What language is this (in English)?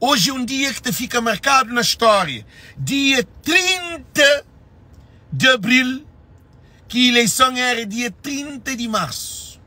Kabuverdianu